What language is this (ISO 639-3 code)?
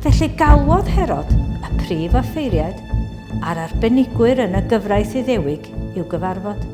cym